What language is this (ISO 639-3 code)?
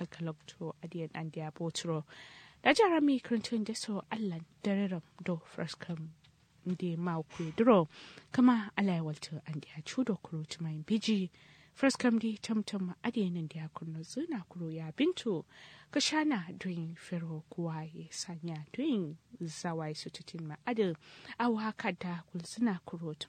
kau